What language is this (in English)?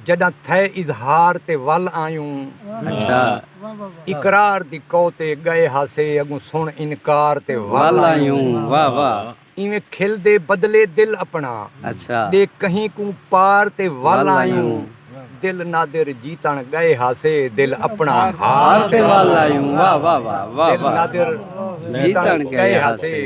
Saraiki